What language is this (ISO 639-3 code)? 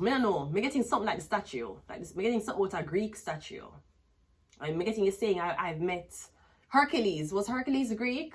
jam